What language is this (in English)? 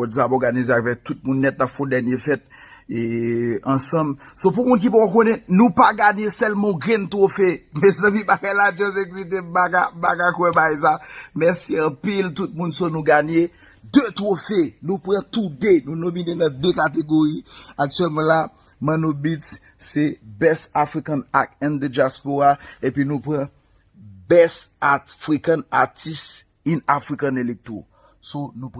Haitian Creole